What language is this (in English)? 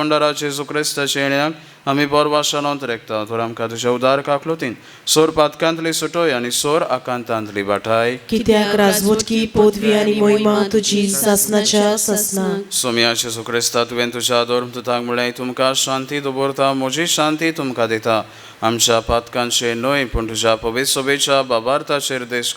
Konkani